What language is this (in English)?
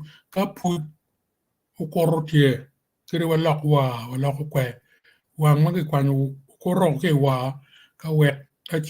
Acoli